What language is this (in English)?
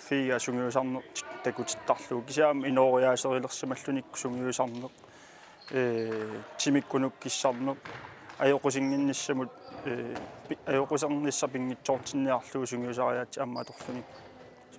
Kalaallisut